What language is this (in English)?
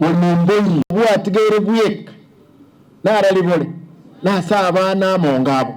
Gusii